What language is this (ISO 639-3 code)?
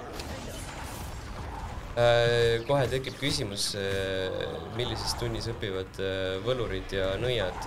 est